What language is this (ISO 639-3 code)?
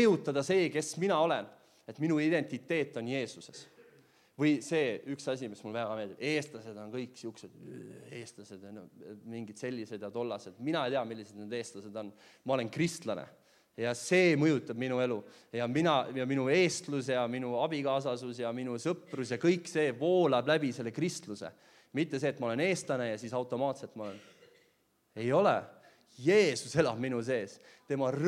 est